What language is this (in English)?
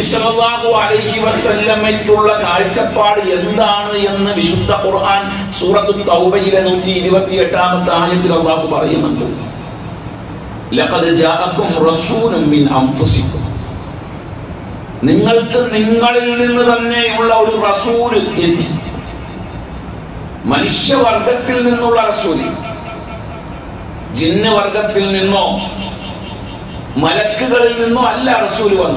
Malayalam